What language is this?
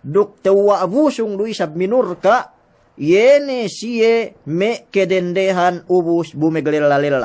Yakan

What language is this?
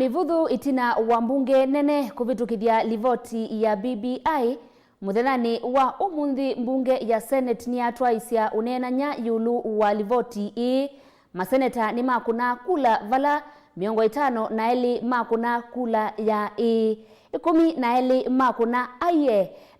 Kamba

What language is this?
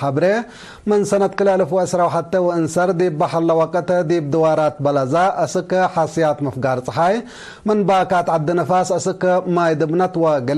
Tigre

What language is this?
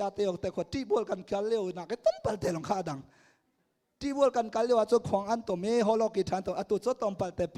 Hakha Chin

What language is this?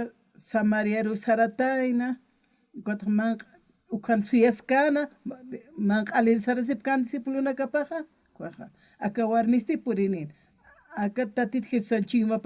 Aymara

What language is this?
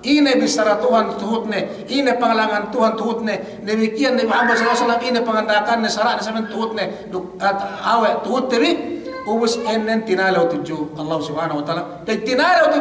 Yakan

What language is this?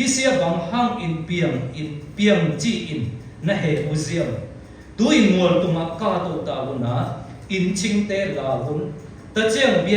Siyin Chin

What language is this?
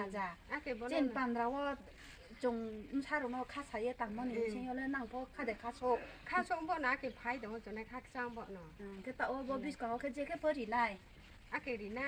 Kok Borok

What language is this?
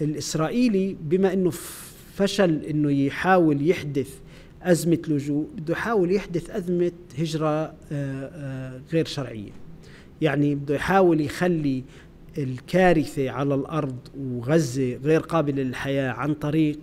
North Levantine Arabic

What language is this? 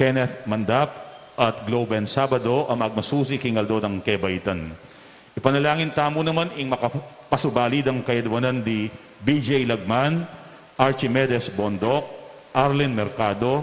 Pampanga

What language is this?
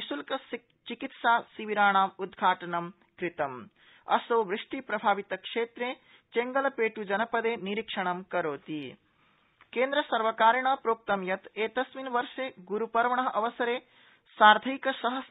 Sanskrit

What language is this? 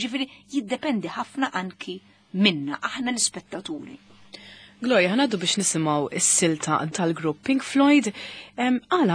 Maltese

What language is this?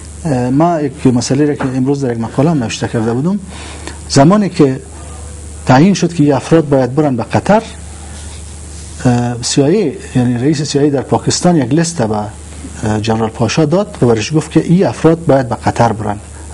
Persian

